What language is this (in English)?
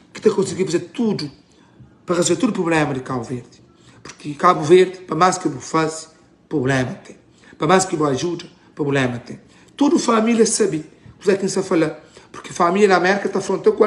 Kabuverdianu